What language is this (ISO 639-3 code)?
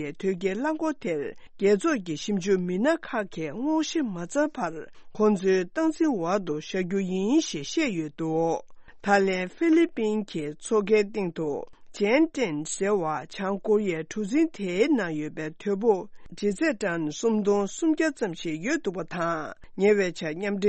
bod